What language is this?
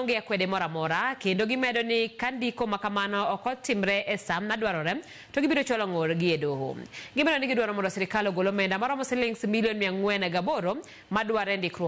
Luo (Kenya and Tanzania)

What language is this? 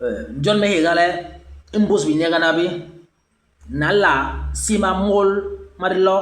Basaa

